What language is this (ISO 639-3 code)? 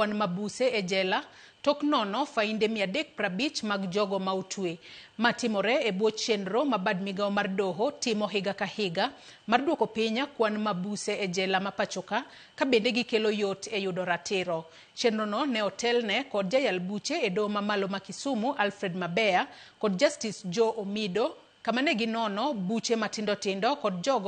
luo